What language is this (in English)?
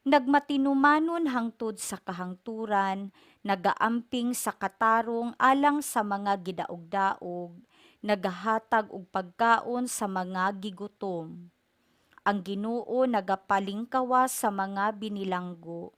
Cebuano